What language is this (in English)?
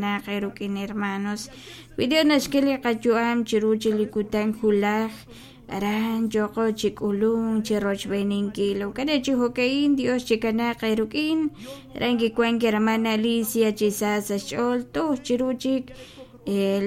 Kekchí